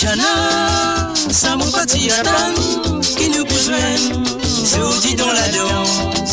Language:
Morisyen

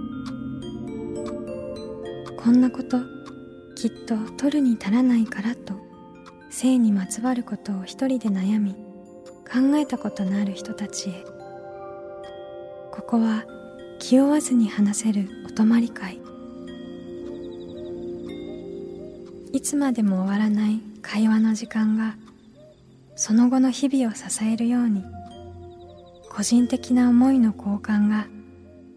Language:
Japanese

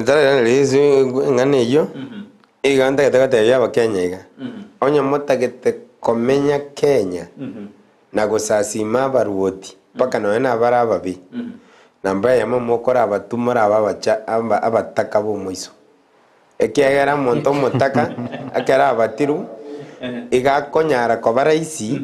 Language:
Gusii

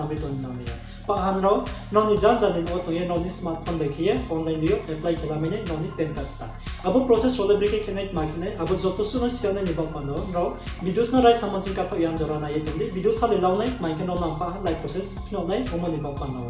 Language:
Riang (India)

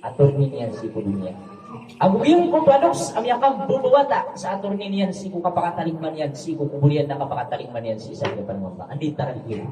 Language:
Maranao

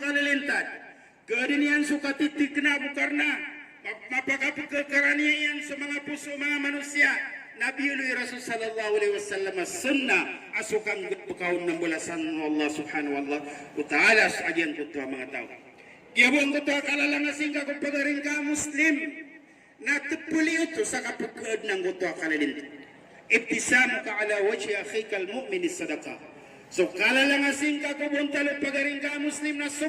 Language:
Maranao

